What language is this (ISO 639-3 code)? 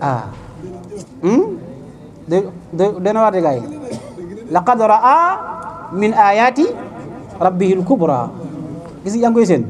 wol